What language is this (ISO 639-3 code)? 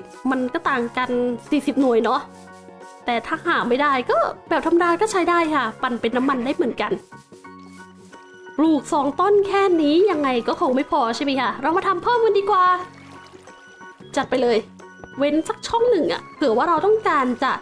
tha